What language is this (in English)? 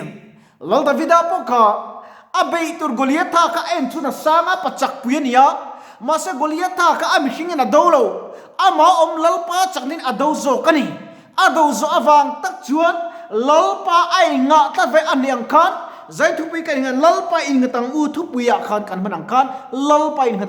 Mizo